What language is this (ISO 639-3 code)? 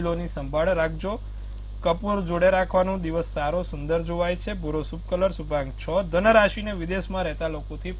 guj